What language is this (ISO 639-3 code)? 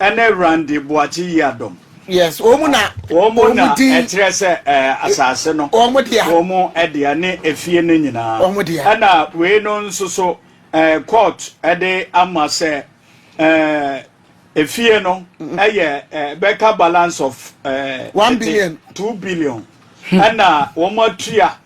aka